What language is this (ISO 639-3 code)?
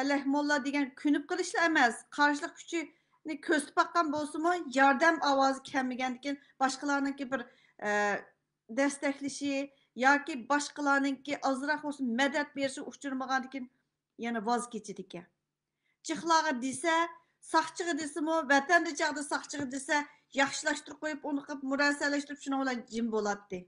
uig